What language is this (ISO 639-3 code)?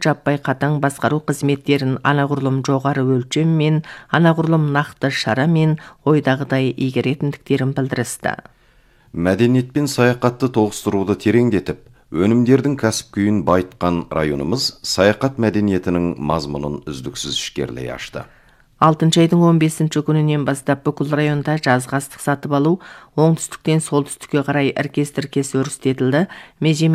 kaz